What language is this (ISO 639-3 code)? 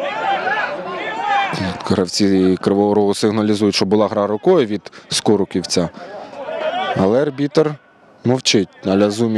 ukr